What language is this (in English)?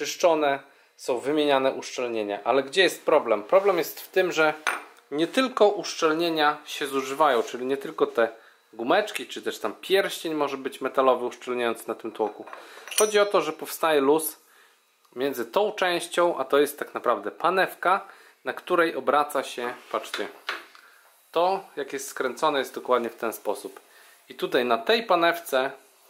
Polish